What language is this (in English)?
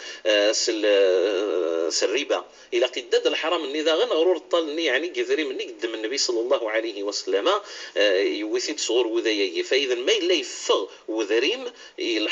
Kabyle